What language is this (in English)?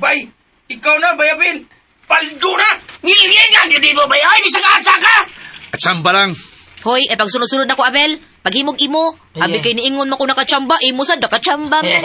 Cebuano